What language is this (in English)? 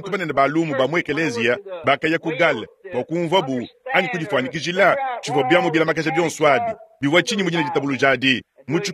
Luba-Lulua